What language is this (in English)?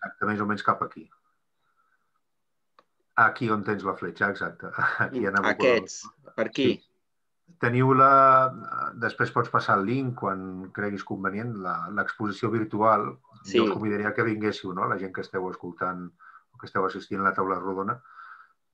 Catalan